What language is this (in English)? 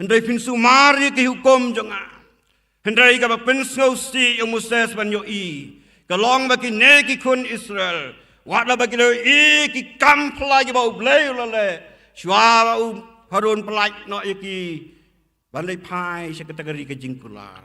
Khasi